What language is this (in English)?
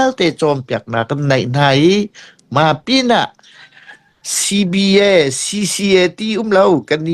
Hakha Chin